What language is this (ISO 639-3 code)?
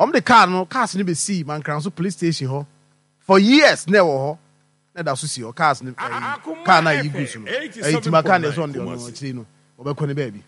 aka